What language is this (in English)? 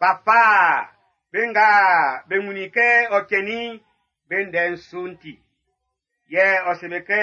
Baoulé